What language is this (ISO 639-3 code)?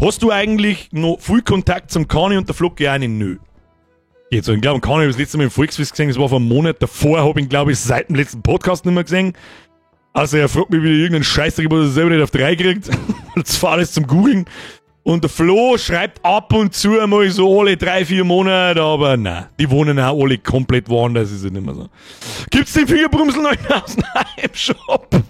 bar